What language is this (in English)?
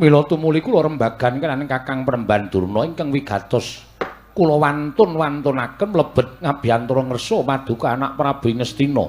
Javanese